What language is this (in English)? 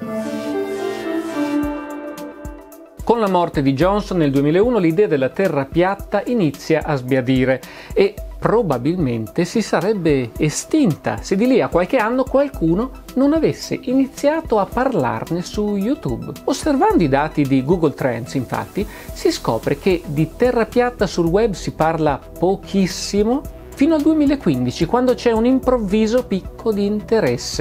Italian